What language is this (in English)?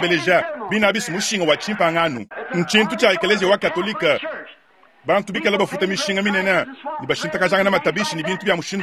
Luba-Lulua